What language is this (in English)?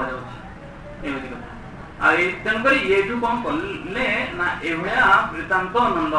Odia